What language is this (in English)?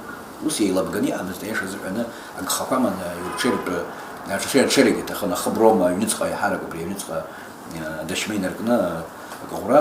Abkhazian